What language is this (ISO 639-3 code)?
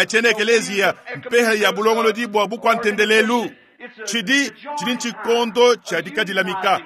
lua